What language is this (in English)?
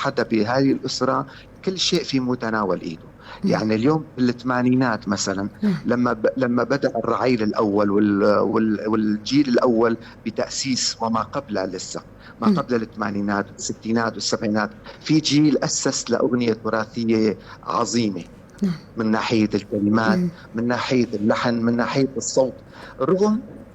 North Levantine Arabic